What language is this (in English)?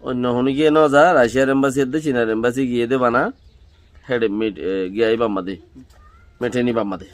Rohingya